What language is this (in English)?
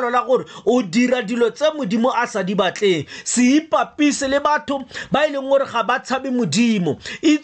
Tswana